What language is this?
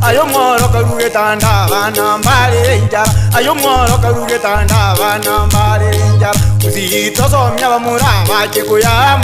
Gusii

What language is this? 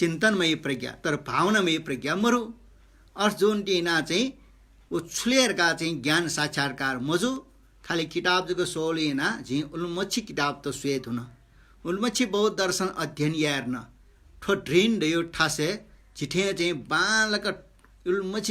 Newari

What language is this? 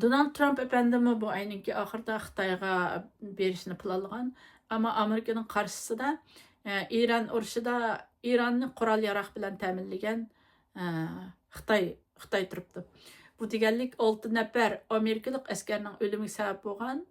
Uyghur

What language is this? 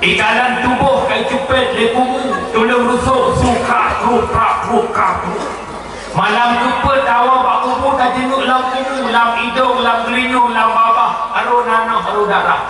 Achinese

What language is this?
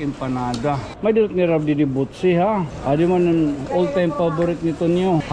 Waray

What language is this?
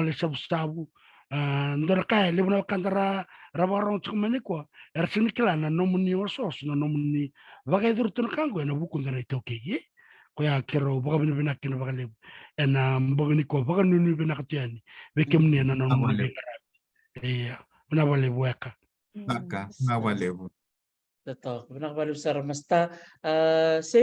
Fijian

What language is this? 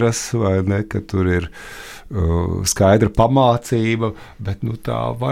Latvian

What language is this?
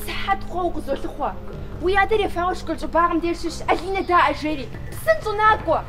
Kabardian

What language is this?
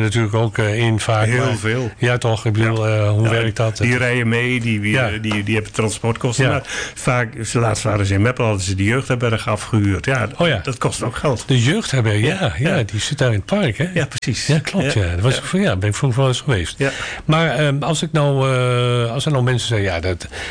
Dutch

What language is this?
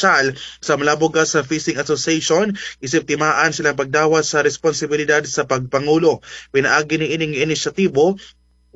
Cebuano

